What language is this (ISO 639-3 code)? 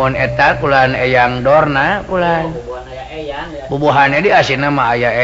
sun